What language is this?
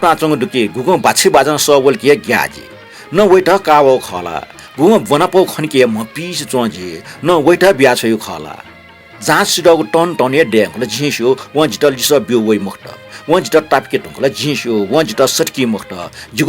Newari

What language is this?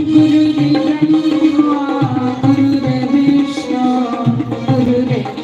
Dogri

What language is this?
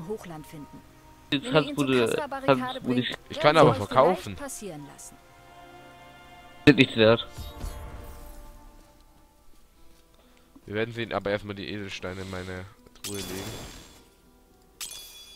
German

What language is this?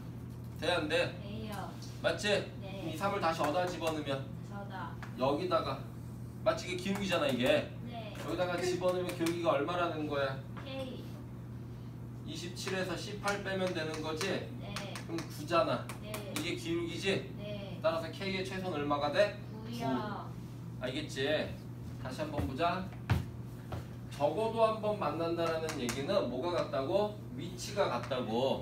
Korean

